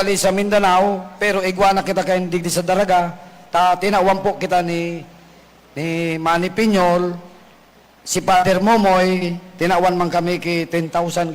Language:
Bikol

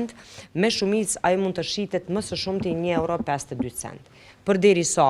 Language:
Albanian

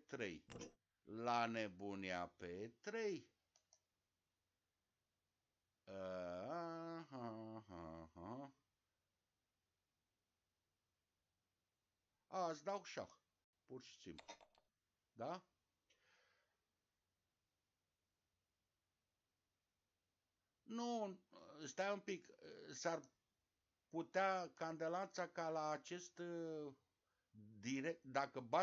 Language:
Romanian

